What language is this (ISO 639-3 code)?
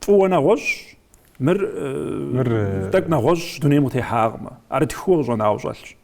kbd